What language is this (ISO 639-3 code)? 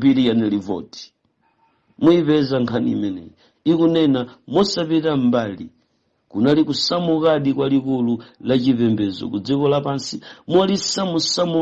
nya